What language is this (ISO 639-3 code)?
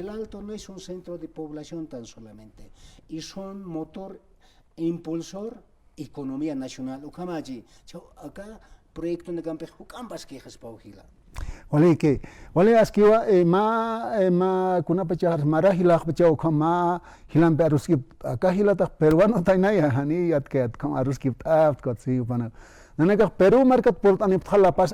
aym